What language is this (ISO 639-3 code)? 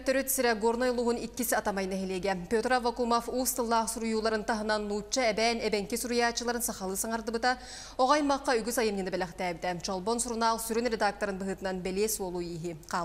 sah